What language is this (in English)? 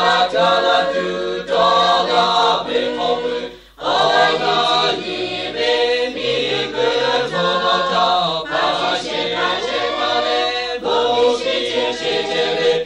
Lahu